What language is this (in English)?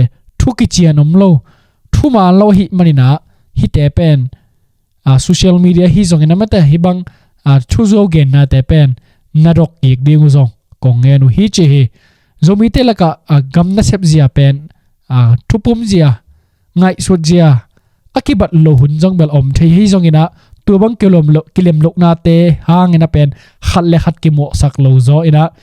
Tedim Chin